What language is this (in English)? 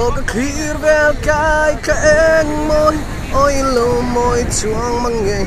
Mizo